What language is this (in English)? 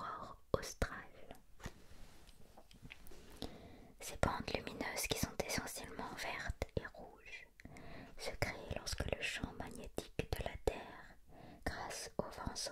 French